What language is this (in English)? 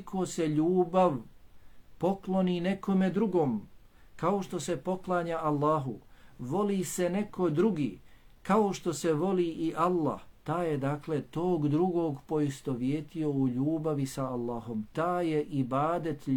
Bosnian